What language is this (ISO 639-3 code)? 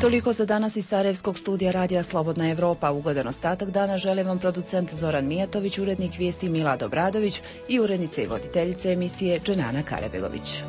bos